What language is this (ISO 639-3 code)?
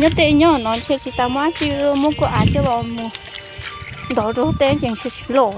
hmn